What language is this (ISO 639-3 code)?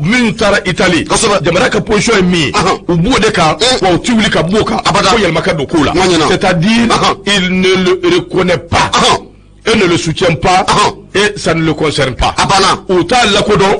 bam